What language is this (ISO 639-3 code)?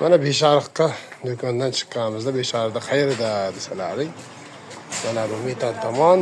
uzb